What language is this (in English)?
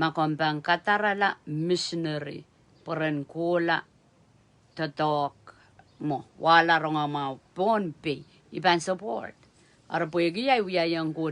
Pohnpeian